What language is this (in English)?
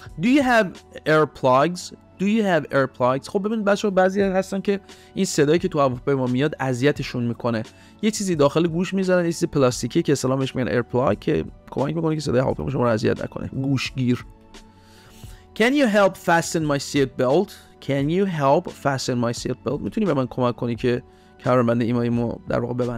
Persian